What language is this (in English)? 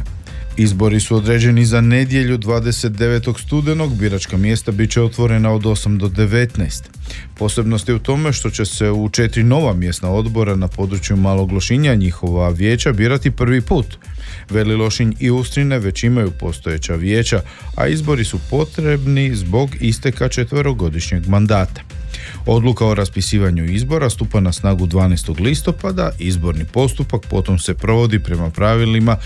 Croatian